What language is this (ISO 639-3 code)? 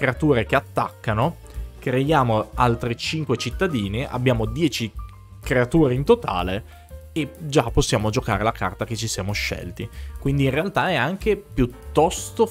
ita